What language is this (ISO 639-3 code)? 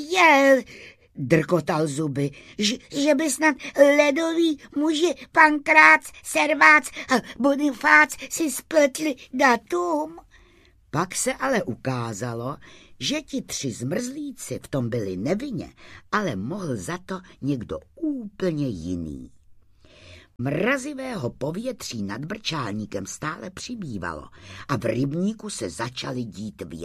ces